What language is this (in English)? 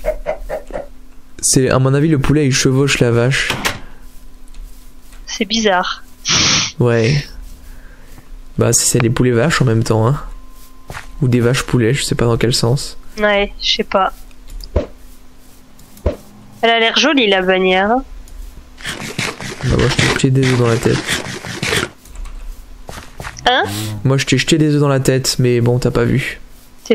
French